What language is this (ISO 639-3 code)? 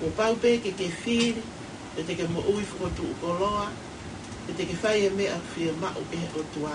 ton